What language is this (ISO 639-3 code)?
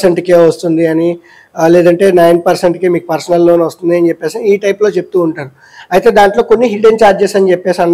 tel